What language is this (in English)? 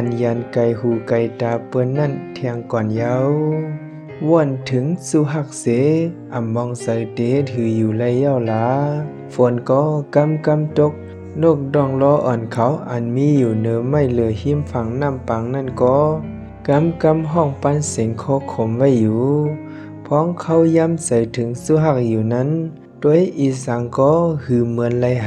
Shan